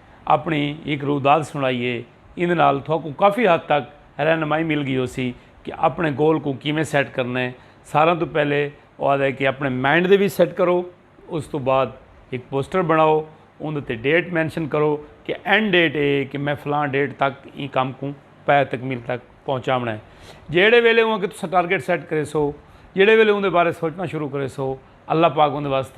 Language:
Saraiki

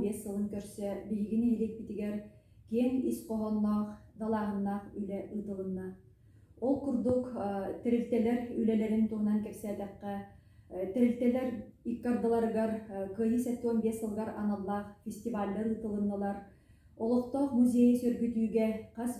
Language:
Yakut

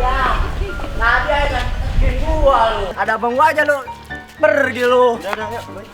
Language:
Betawi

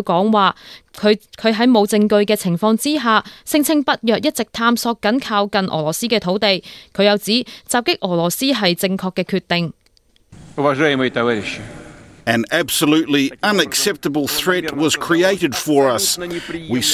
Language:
Cantonese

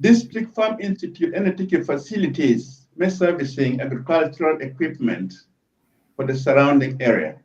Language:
Acoli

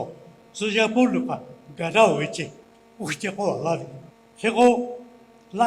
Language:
Lahu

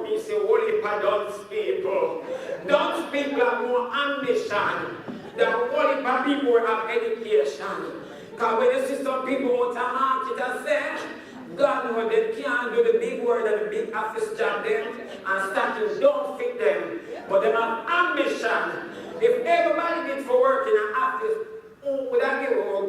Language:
Jamaican Creole English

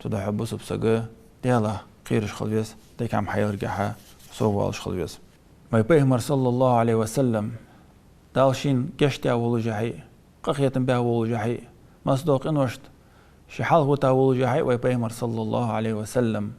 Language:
Ingush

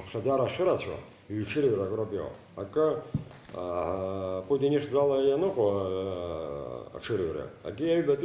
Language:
Abkhazian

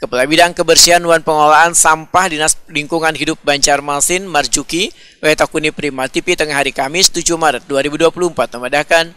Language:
Banjar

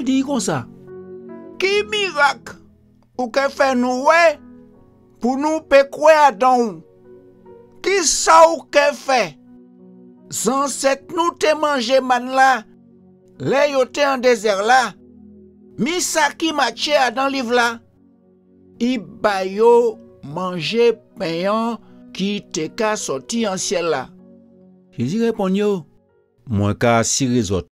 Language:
Guadeloupean Creole French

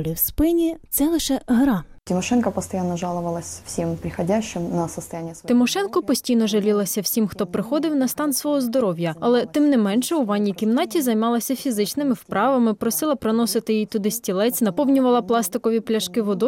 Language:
Ukrainian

